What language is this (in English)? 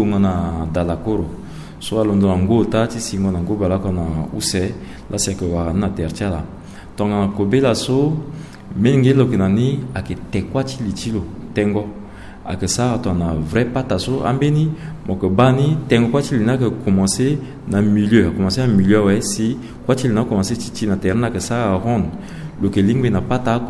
Sango